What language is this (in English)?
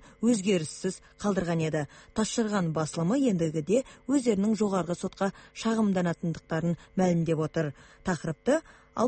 Kazakh